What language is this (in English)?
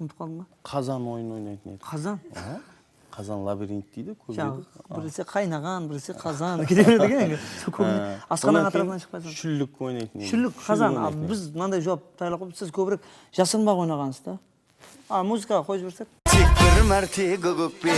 Kara-Kalpak